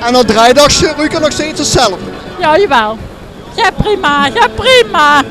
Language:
Limburgish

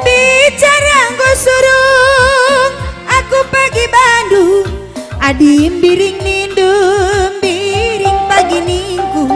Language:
Batak Karo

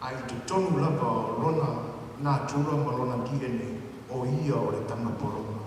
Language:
Samoan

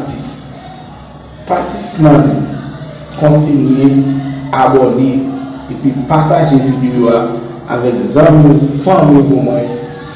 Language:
Haitian Creole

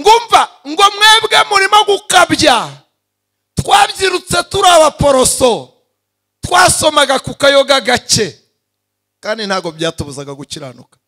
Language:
Kinyarwanda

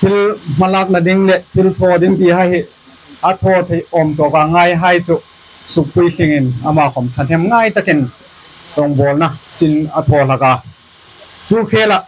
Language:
Hmar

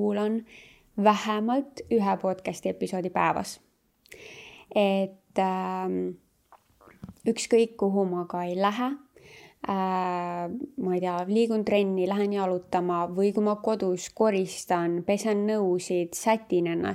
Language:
Estonian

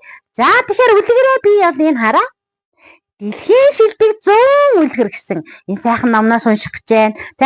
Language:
Mongolian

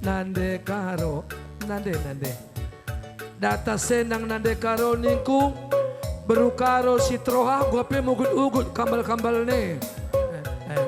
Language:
Batak Karo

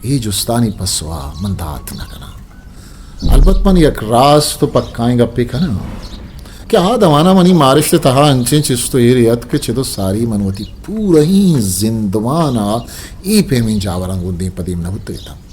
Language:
Eastern Balochi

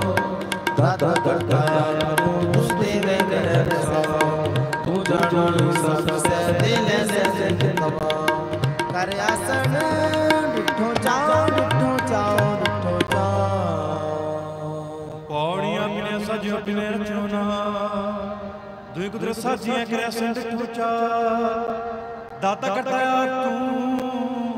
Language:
Punjabi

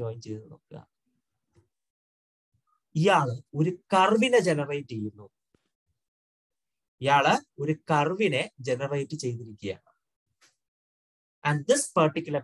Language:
Malayalam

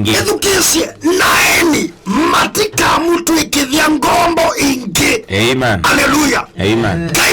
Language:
Kamba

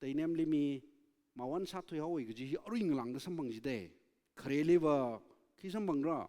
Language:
Tangkhul Naga (India)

